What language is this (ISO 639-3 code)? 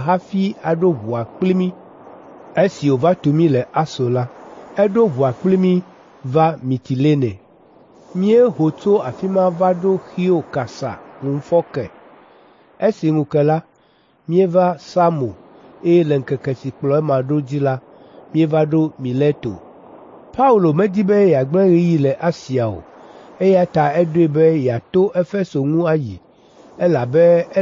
ewe